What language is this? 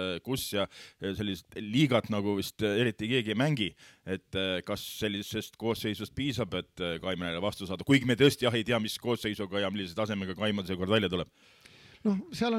Estonian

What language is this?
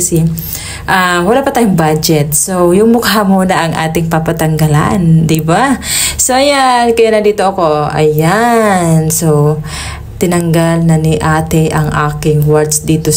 Filipino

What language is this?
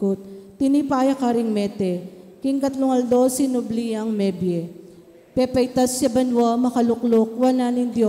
Pampanga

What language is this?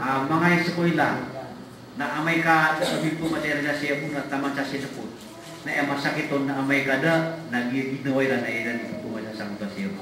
Maranao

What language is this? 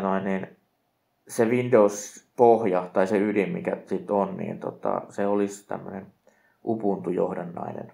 Finnish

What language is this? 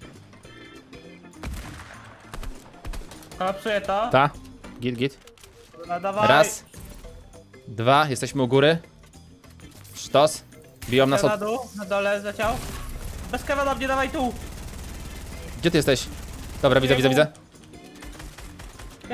Polish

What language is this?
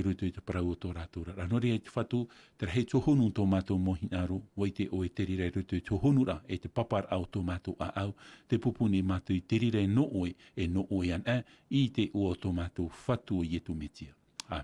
Tahitian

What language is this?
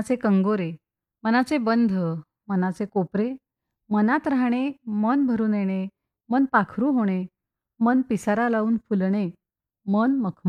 Marathi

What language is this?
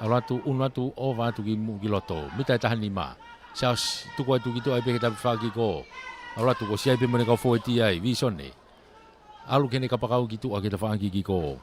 Tongan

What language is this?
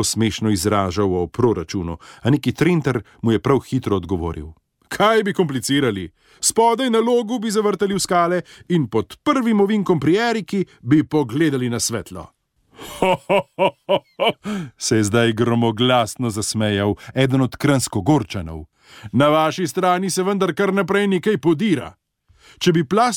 Slovenian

